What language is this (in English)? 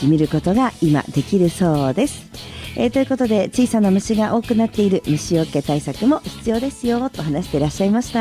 Japanese